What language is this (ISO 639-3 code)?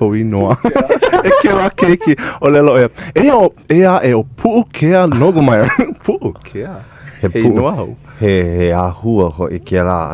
haw